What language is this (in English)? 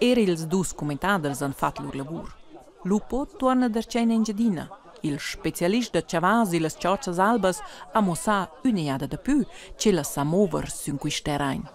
Romansh